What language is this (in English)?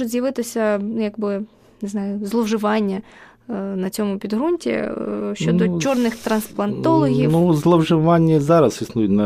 Ukrainian